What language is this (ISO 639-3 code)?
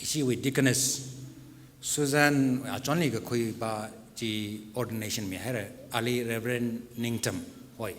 nmf